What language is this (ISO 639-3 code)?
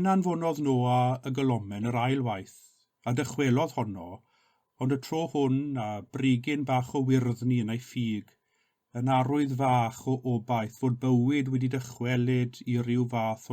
cym